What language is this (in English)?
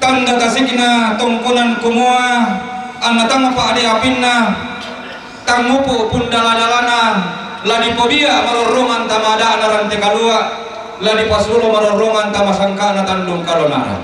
Toraja-Sa'dan